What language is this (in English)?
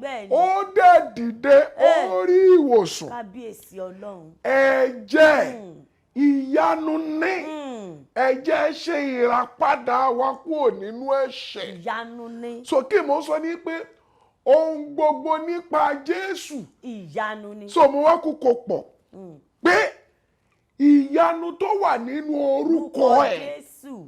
Yoruba